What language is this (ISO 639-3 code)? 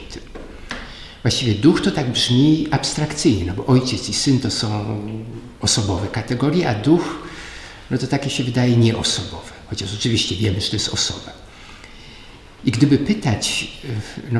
pol